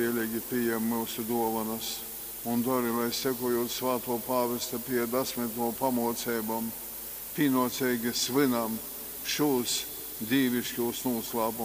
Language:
Latgalian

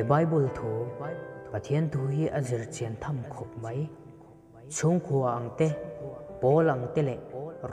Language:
Mizo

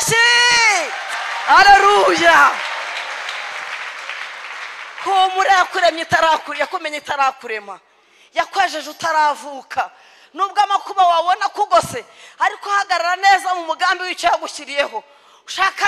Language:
Kinyarwanda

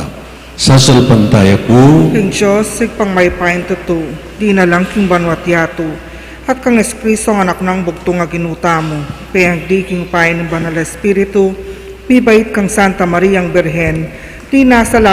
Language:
Pampanga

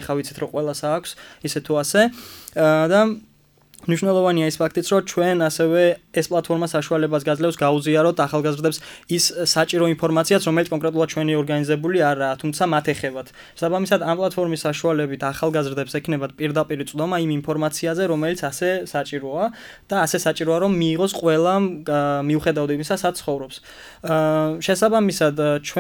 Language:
Georgian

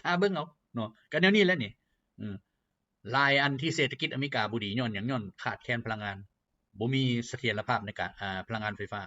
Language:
Lao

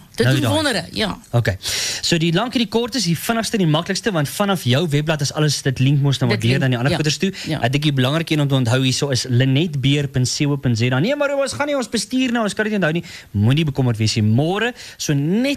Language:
Afrikaans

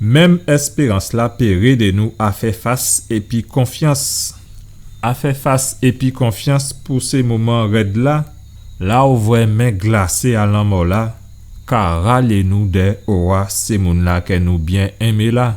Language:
Guadeloupean Creole French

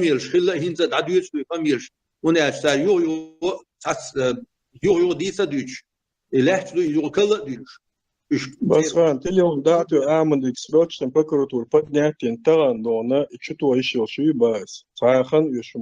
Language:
Chechen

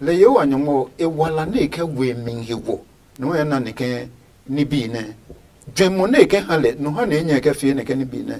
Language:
Adangme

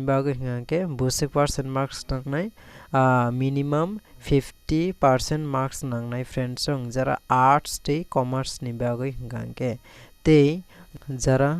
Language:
Kok Borok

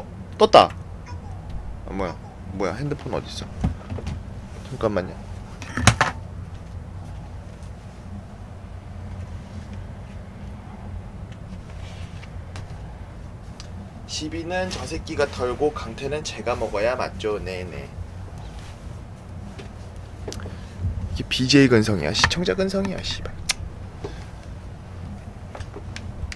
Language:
Korean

